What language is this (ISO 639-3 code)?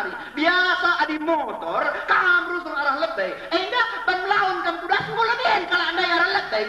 btx